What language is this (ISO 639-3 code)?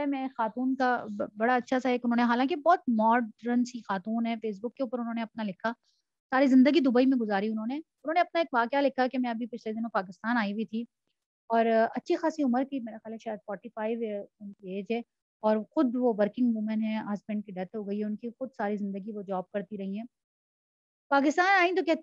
urd